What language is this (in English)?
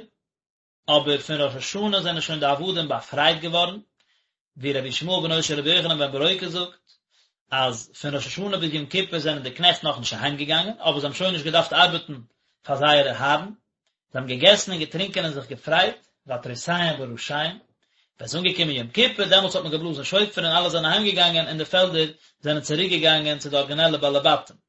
Yiddish